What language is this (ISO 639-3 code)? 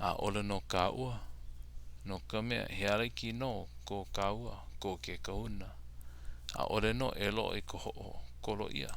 haw